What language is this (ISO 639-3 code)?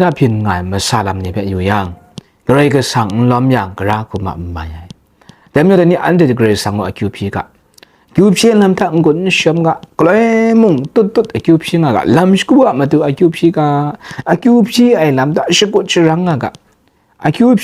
kac